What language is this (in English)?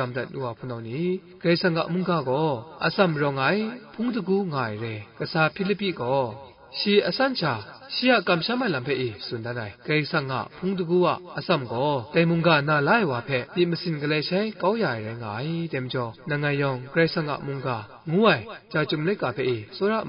Kachin